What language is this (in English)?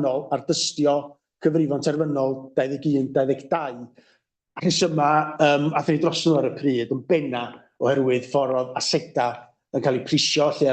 Welsh